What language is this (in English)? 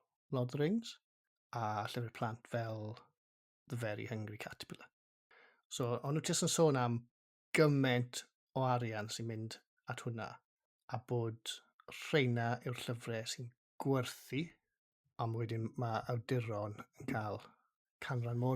Welsh